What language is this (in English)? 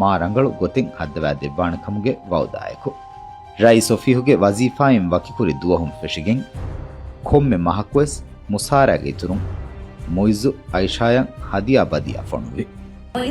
Divehi